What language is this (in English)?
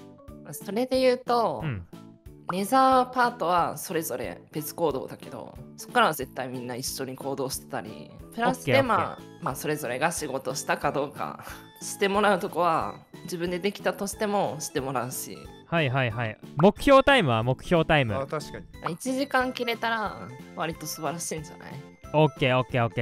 Japanese